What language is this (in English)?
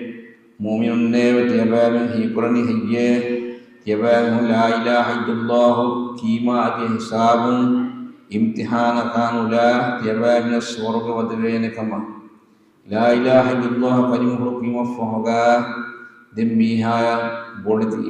Divehi